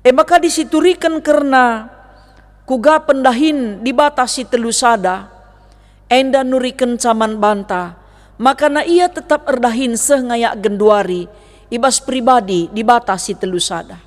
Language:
Batak Karo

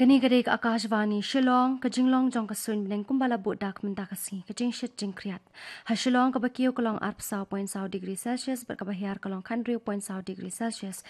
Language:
Khasi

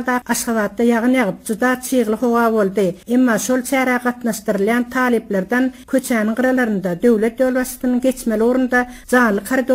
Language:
Turkmen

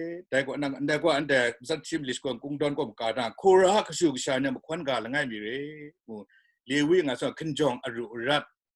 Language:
Kachin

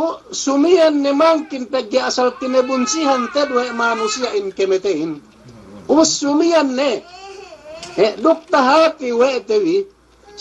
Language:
Yakan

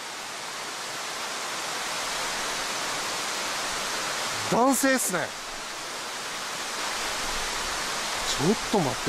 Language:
Japanese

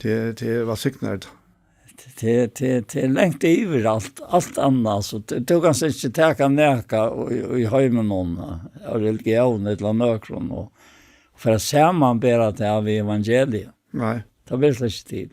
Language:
Faroese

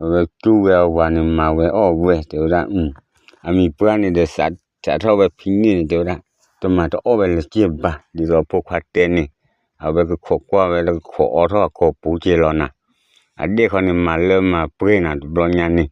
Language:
S'gaw Karen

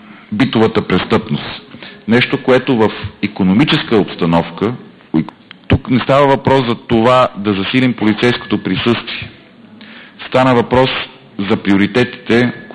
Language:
Bulgarian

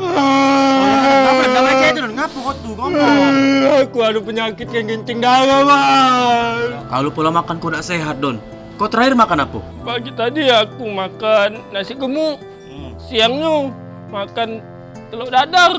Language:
Musi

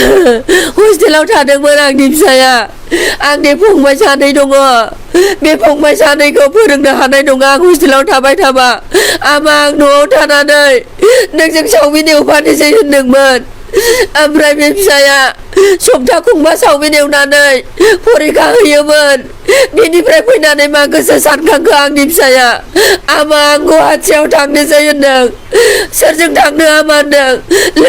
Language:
Bodo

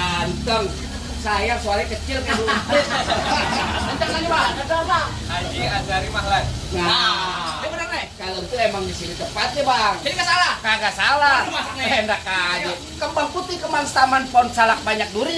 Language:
Betawi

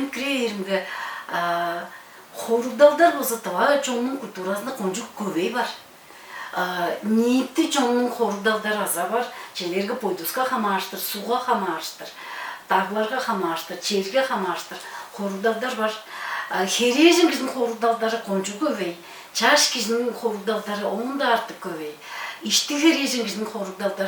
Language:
Tuvinian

